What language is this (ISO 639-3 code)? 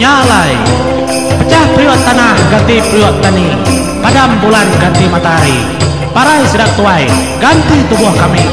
iba